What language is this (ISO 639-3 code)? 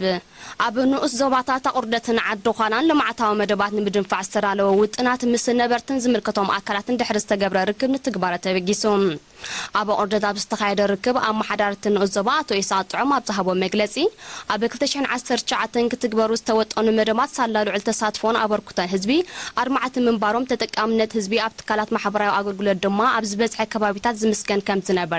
tir